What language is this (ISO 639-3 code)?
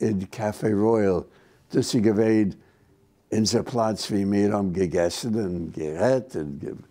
yid